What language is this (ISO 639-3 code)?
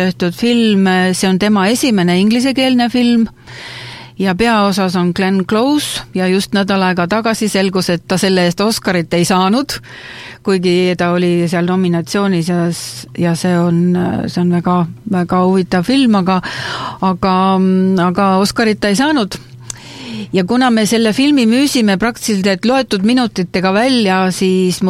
est